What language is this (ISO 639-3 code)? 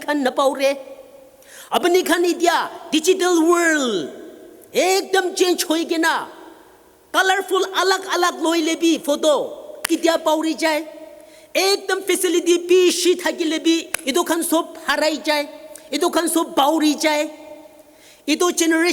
nag